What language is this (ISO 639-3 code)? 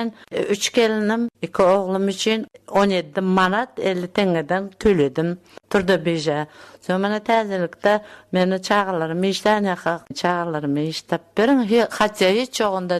tuk